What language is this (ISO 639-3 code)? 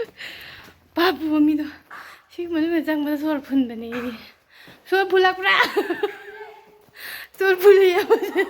mni